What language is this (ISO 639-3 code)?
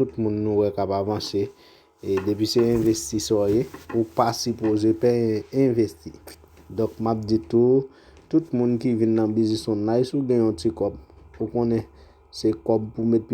hat